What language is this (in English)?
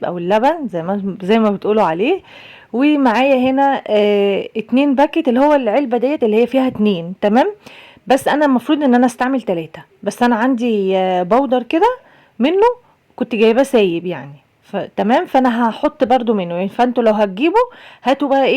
Egyptian Arabic